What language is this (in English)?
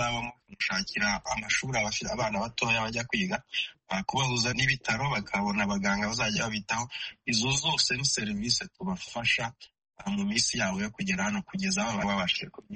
Kinyarwanda